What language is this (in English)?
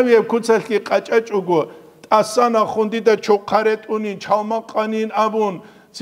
Avaric